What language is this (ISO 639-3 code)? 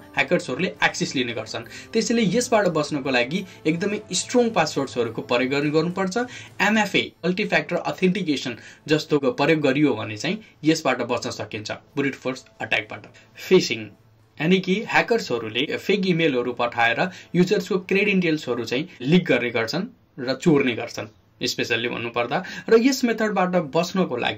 nep